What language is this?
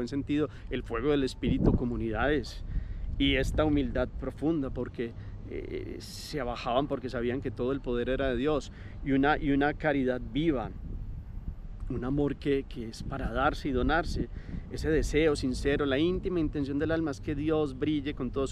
Spanish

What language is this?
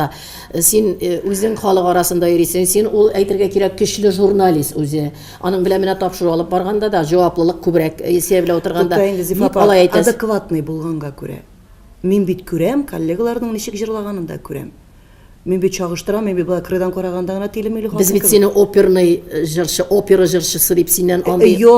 Tatar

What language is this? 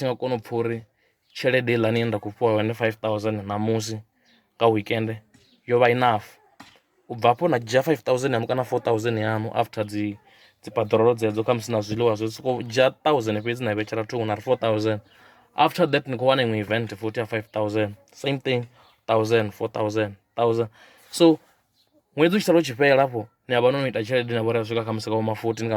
Venda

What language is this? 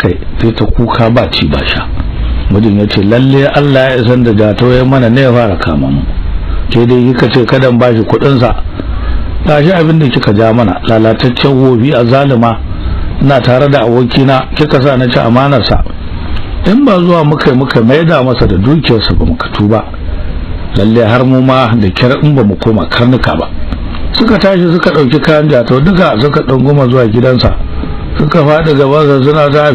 Hausa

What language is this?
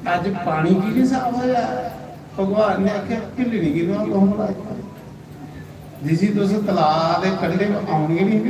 Dogri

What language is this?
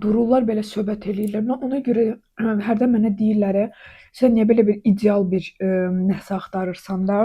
Azerbaijani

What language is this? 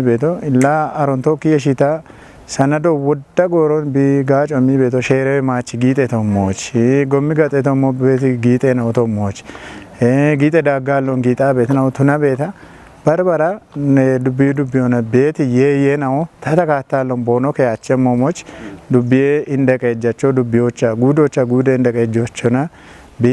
Kafa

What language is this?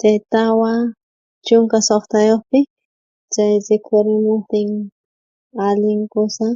South Bolivian Quechua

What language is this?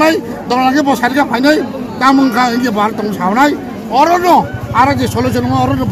Kok Borok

